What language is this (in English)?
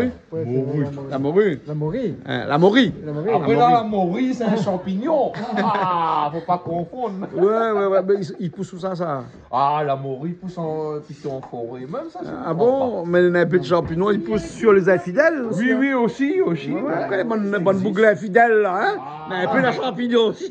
Réunion Creole French